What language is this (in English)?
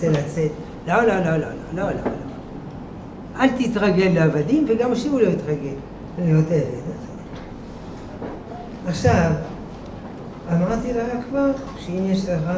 Hebrew